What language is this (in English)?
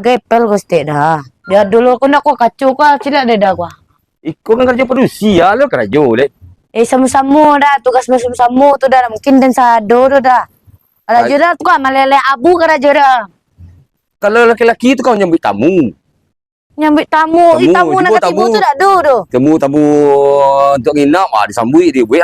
Minangkabau